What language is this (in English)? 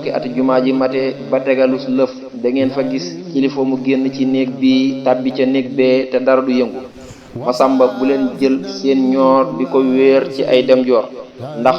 Wolof